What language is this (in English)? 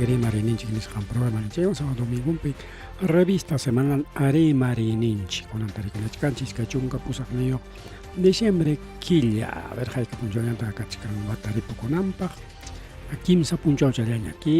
Ayacucho Quechua